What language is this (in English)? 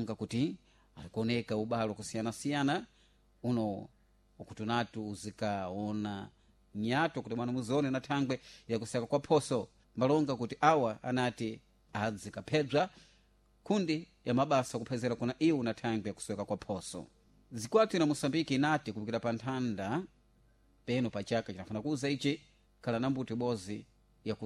Sena